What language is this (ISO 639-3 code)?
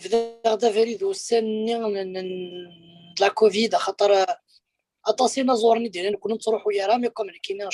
kab